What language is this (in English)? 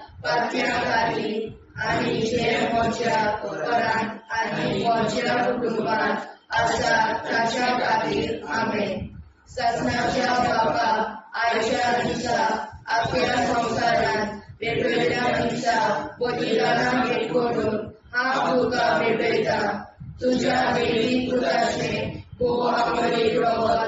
Konkani